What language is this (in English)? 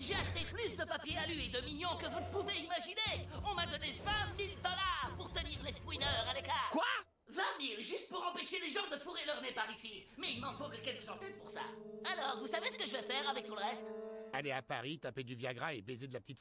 French